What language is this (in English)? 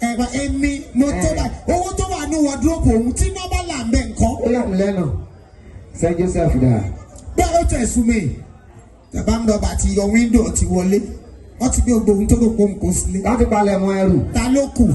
Yoruba